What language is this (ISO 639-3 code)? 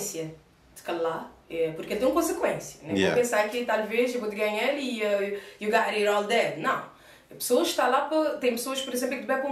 kea